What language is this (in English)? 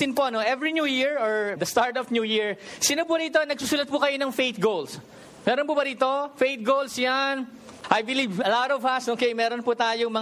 Filipino